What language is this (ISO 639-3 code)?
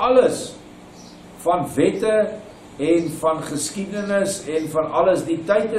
afr